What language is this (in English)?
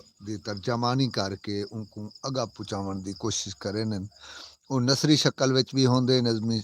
Saraiki